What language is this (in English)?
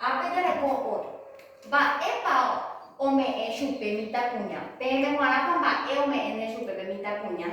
Guarani